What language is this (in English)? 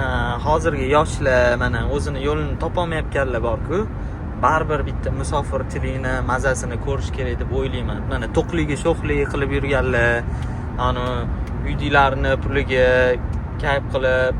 Uzbek